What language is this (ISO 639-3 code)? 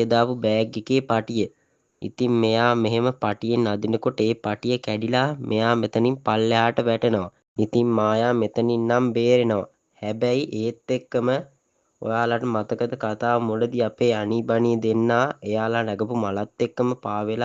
sin